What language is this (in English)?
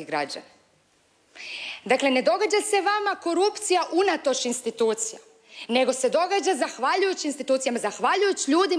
Croatian